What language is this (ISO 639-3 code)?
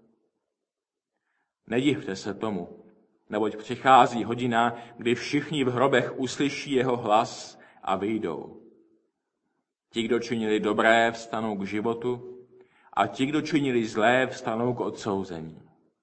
ces